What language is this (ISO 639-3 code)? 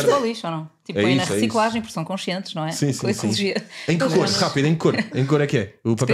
por